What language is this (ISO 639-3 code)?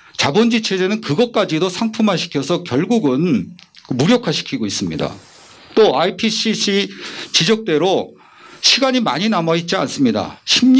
kor